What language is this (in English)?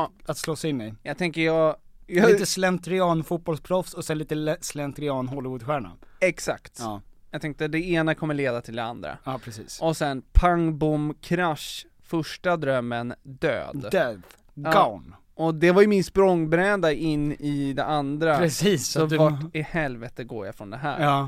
Swedish